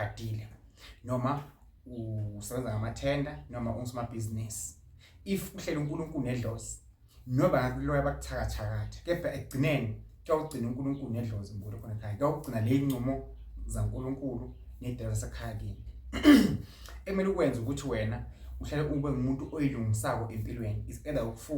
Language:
Zulu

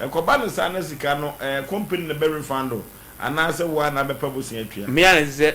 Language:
Akan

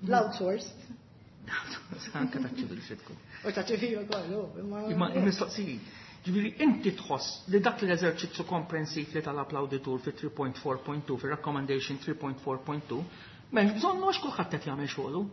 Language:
Maltese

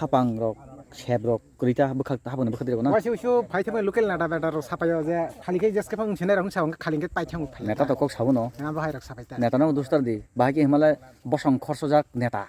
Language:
Kok Borok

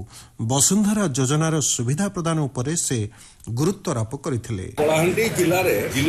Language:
Odia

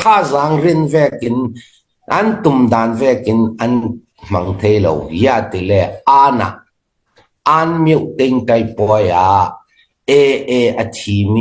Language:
Hakha Chin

